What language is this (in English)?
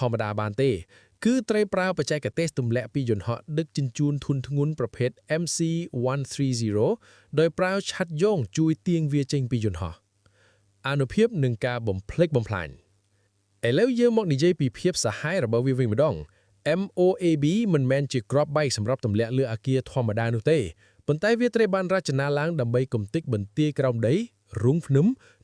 Khmer